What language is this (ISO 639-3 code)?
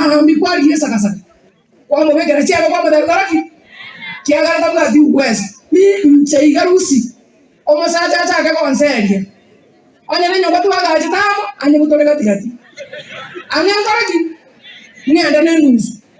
guz